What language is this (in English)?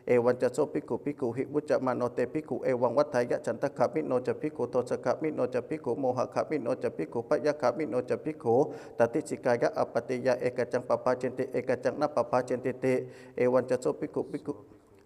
Pali